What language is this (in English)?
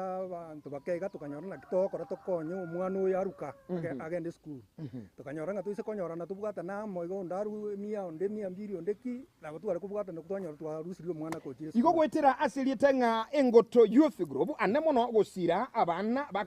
Gusii